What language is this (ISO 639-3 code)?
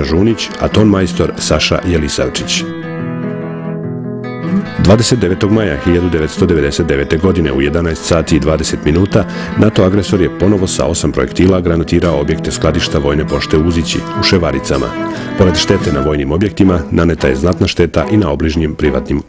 srp